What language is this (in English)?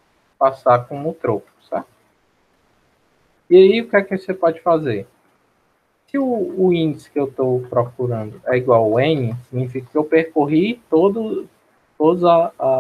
Portuguese